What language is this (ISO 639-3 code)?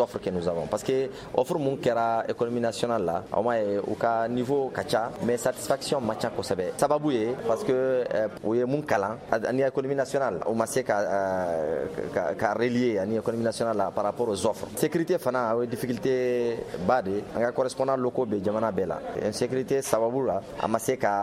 bam